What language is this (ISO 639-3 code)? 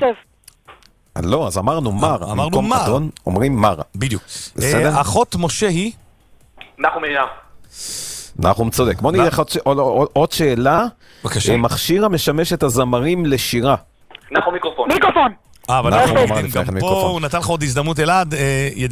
heb